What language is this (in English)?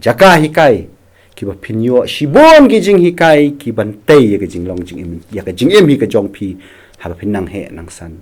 Khasi